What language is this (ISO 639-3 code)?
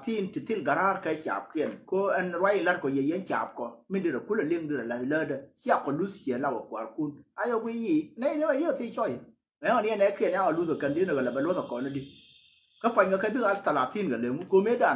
nus